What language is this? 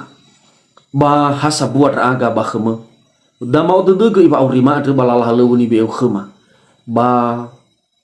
Nias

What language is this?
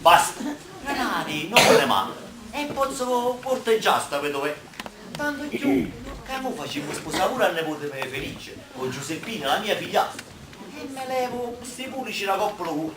Neapolitan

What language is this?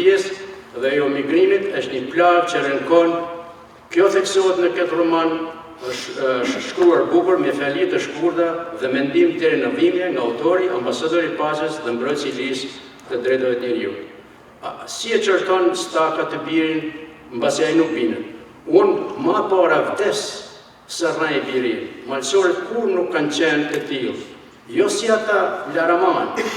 Albanian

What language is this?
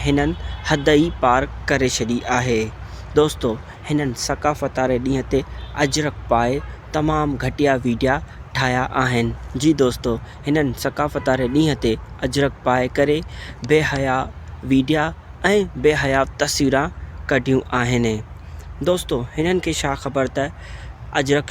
Sindhi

